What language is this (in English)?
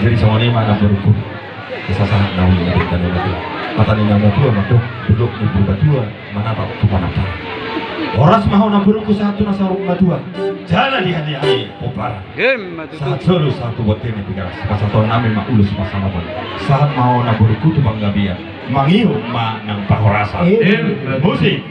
Batak Toba